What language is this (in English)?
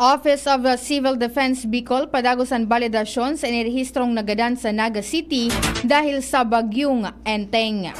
Bikol